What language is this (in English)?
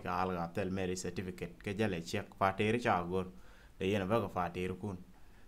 Nuer